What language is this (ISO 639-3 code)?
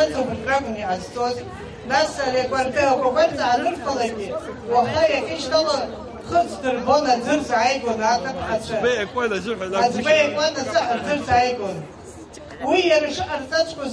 abk